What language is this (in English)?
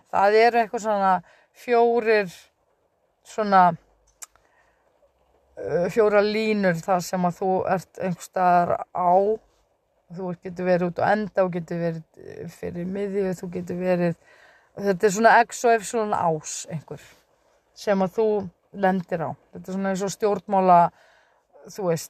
Icelandic